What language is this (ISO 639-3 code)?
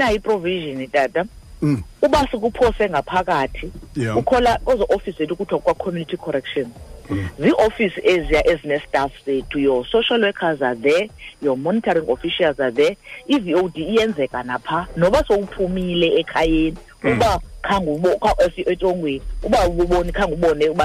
xho